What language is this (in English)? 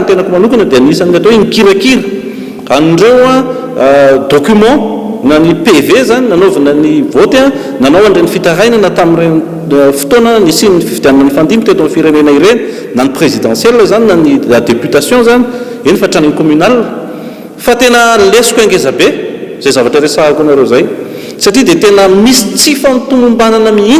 Malagasy